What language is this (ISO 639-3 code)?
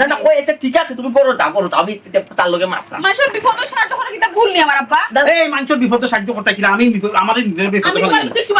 syl